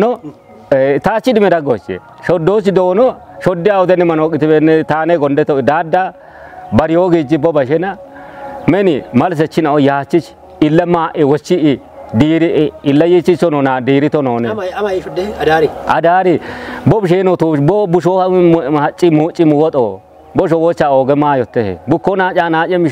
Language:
Kafa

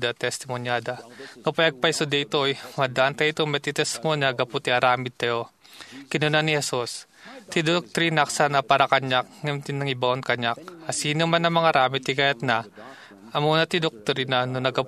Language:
Iloko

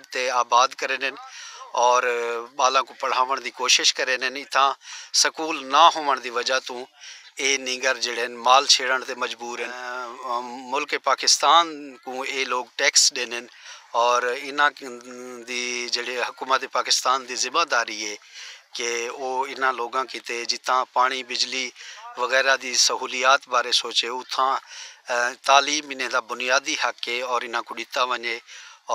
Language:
Saraiki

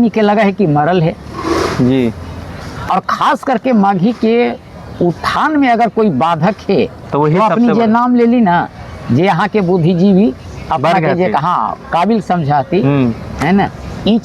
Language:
Magahi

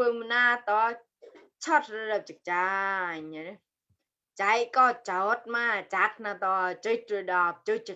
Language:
Mon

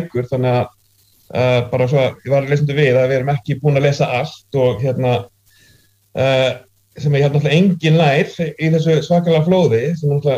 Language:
Icelandic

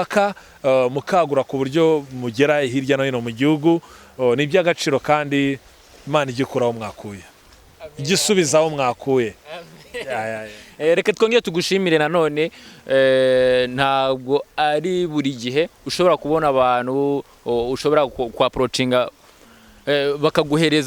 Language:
Kinyarwanda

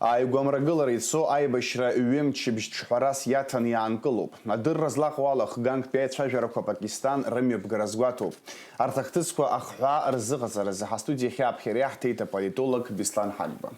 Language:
Abkhazian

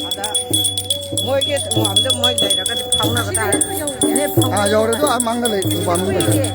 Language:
Manipuri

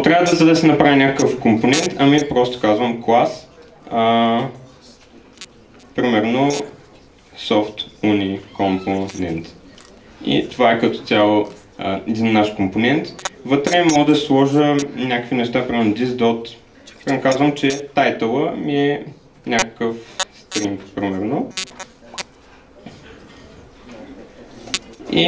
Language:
Bulgarian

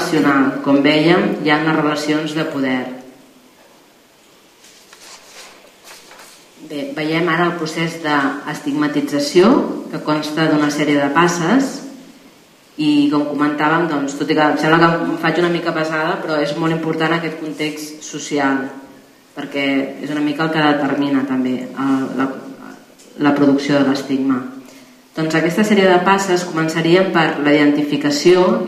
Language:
Catalan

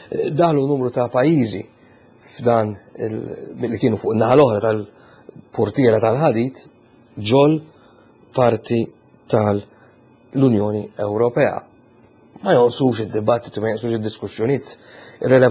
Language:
Maltese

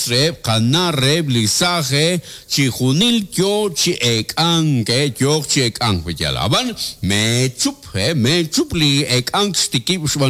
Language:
Kekchí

